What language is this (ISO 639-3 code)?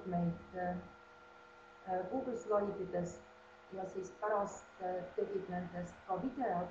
est